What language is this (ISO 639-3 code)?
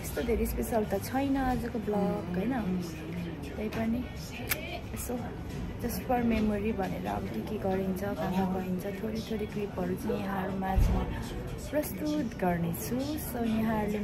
nep